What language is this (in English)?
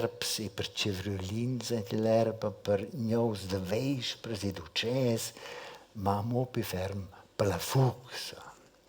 Romansh